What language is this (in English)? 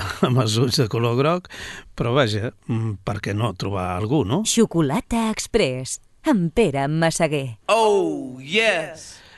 Catalan